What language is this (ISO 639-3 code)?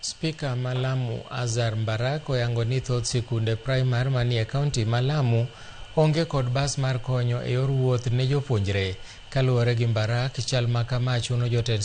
luo